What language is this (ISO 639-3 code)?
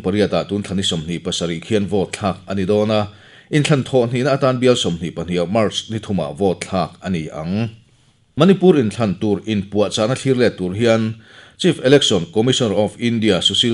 lus